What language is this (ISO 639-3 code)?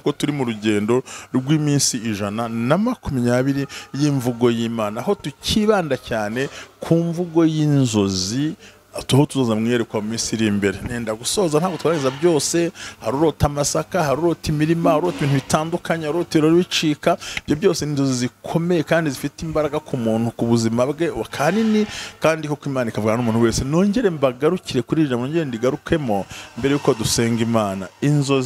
kin